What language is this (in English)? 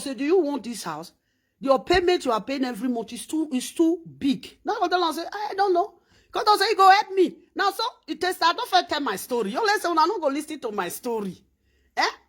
Nigerian Pidgin